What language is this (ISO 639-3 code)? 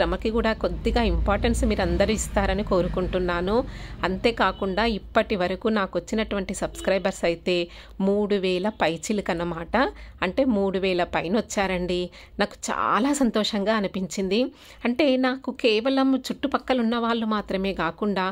tel